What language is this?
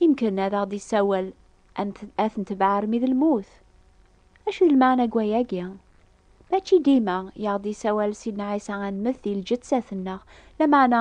Kabyle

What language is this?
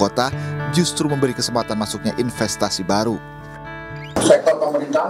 Indonesian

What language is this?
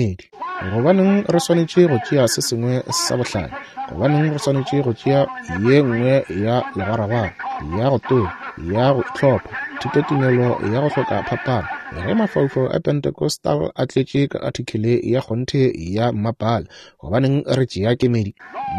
Northern Sotho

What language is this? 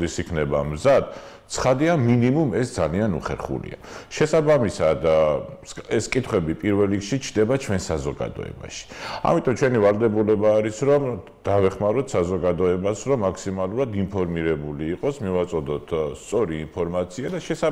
Georgian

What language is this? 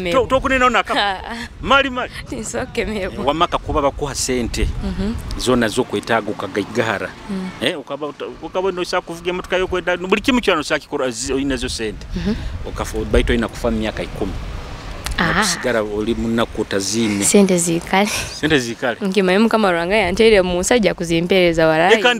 Nyoro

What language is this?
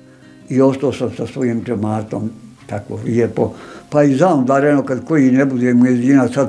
Bosnian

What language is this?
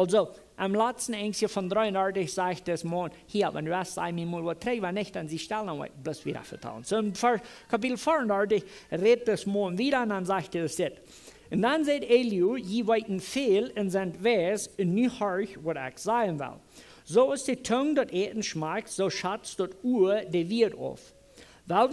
Plautdietsch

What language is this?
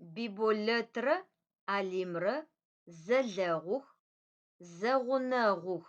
Adyghe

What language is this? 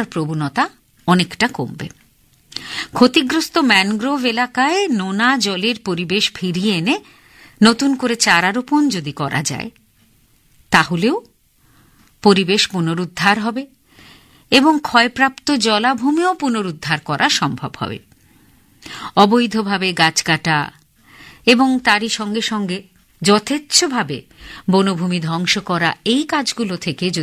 Bangla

